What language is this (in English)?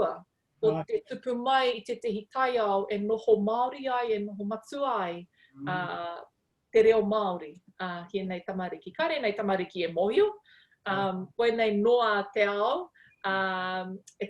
Māori